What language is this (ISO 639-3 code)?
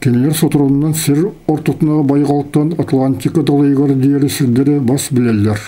sah